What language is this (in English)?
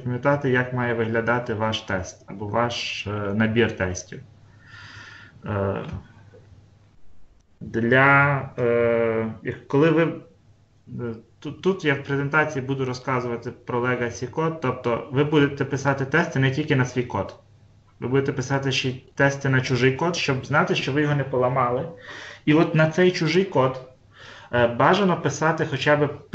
Ukrainian